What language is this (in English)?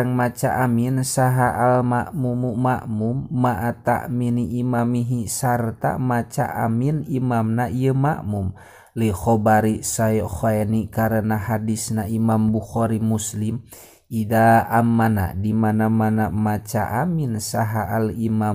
Sundanese